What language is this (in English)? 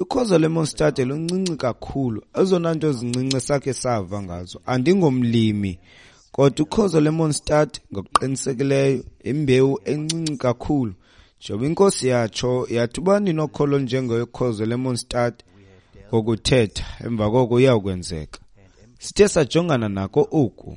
Xhosa